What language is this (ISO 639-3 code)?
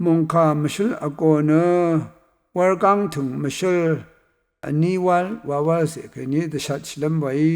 raw